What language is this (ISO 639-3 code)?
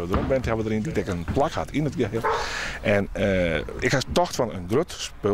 fry